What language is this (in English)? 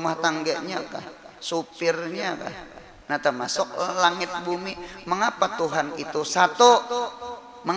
Banjar